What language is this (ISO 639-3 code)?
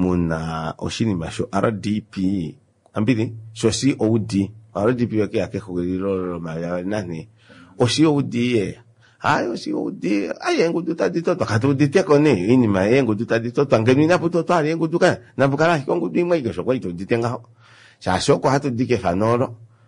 kua